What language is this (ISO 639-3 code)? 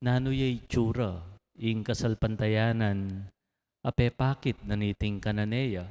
pam